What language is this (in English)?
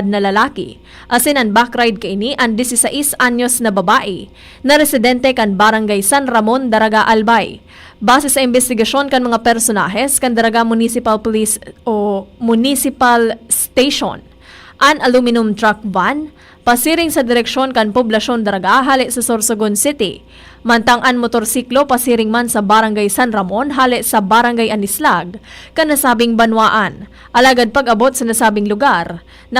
Bikol